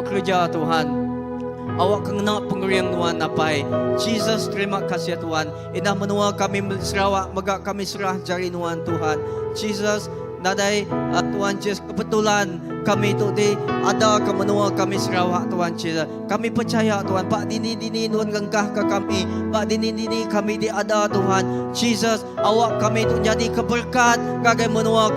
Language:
Iban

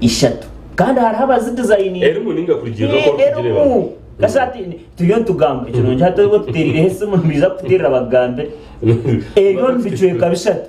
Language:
Nyankole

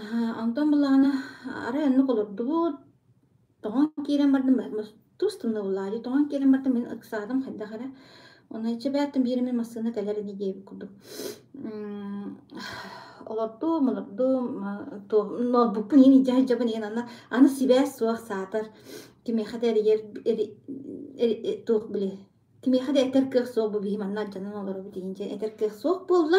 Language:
Yakut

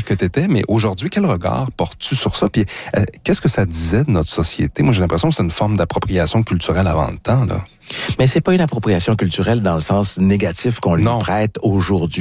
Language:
French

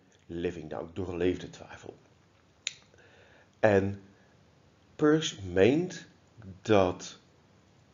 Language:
Dutch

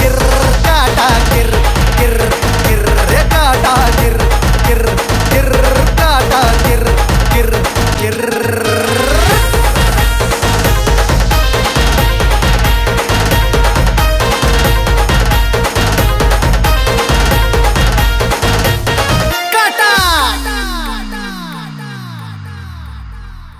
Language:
Marathi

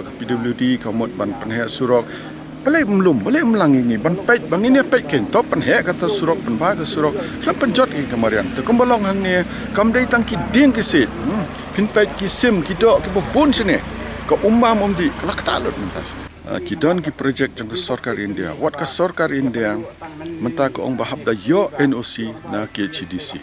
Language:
Khasi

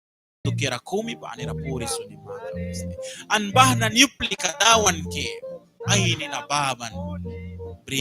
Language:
Mískito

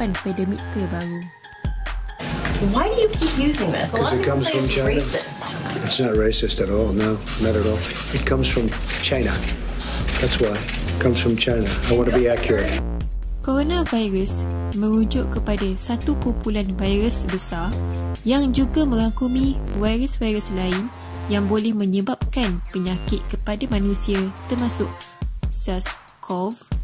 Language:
Malay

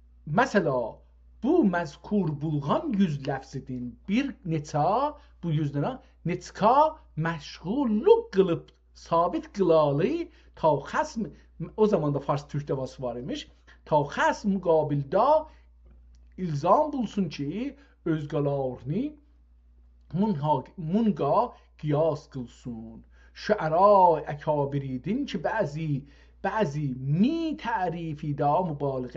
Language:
South Azerbaijani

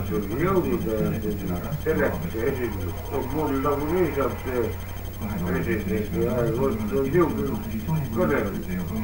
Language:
Estonian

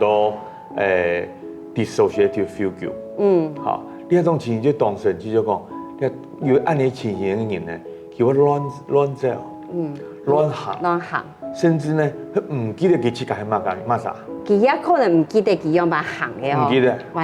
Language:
Hakka Chinese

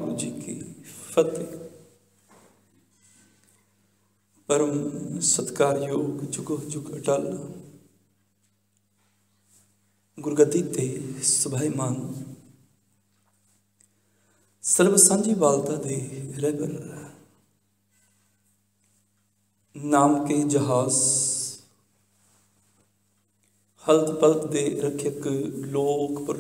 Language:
Punjabi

